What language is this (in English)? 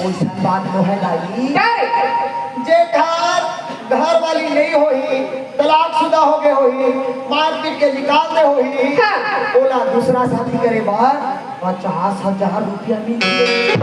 Chhattisgarhi